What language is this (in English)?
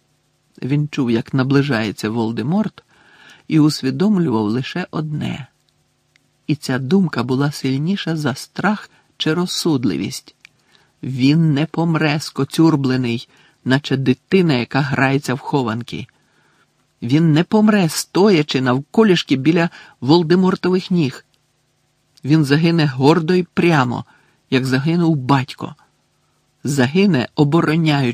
Ukrainian